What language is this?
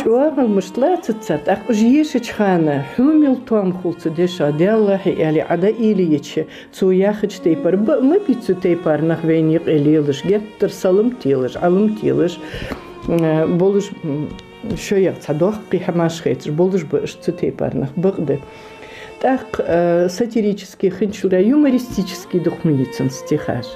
Ingush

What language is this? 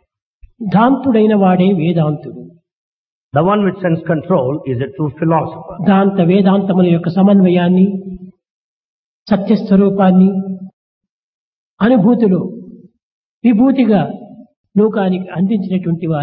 Telugu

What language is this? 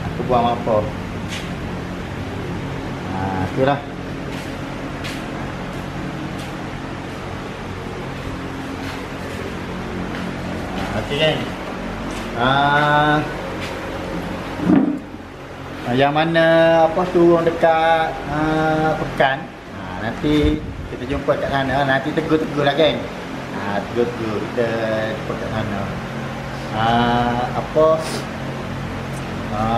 Malay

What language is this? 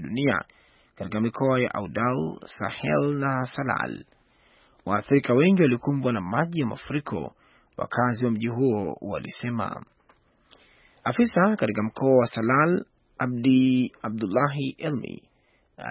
Swahili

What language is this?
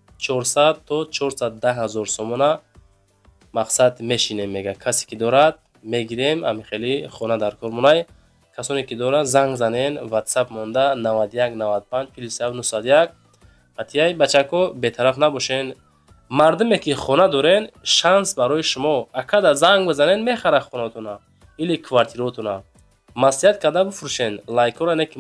Tajik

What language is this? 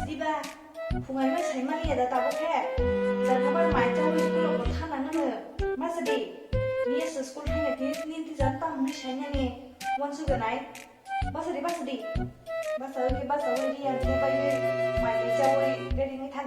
Kok Borok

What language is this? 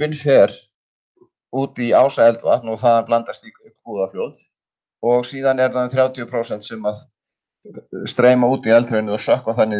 Icelandic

